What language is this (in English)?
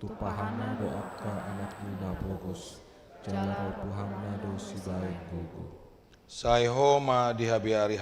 Batak Toba